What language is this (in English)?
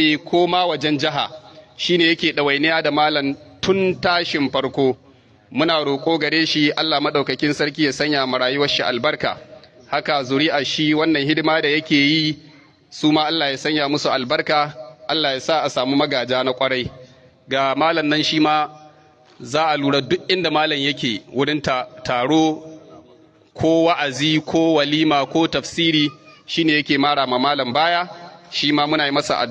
Hausa